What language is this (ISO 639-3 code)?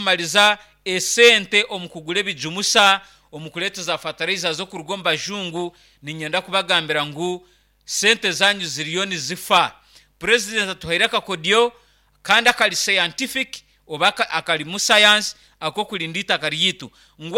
nyn